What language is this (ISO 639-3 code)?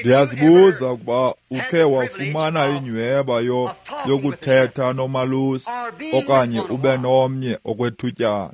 xho